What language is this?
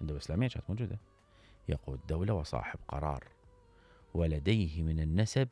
Mesopotamian Arabic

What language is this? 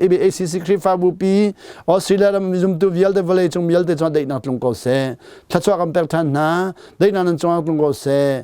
Hakha Chin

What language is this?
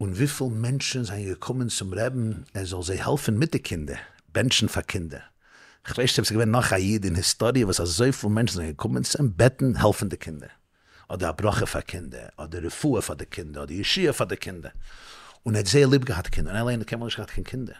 Yiddish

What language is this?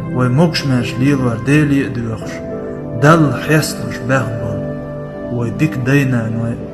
Chechen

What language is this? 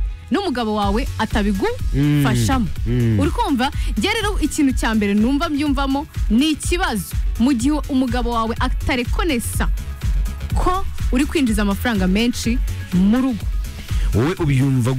Kinyarwanda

